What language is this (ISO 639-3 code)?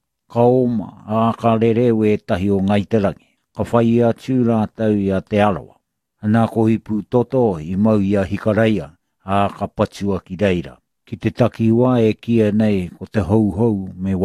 mri